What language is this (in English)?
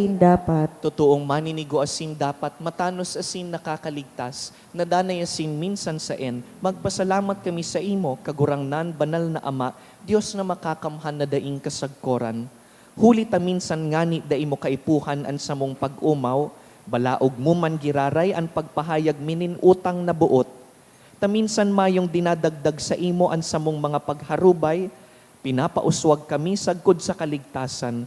Bikol